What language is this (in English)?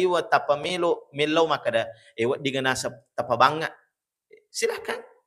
Buginese